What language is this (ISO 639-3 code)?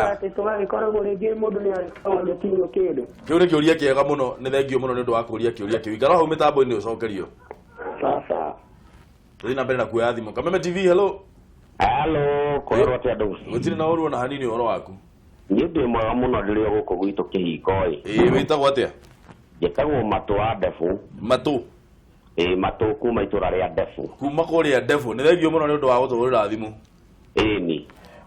kik